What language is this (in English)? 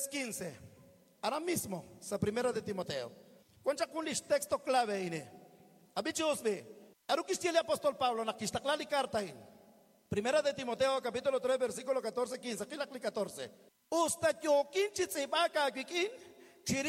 Kekchí